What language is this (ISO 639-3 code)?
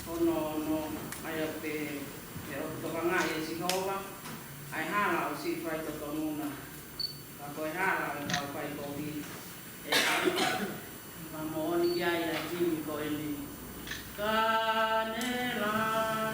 ton